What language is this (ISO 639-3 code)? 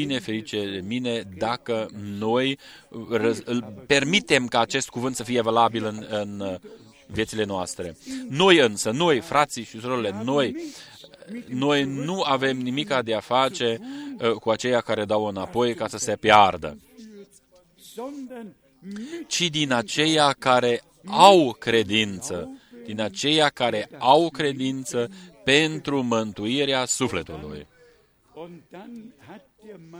ron